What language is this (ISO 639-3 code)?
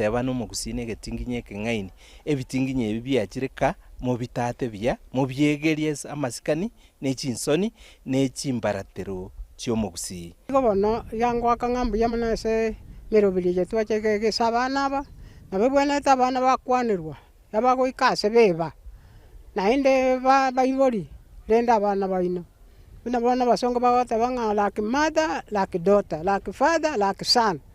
guz